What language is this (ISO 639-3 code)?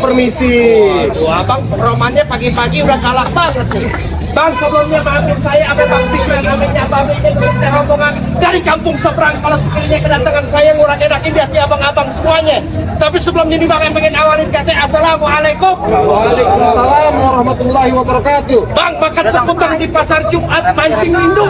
bew